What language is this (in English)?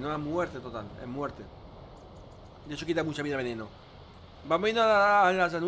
Spanish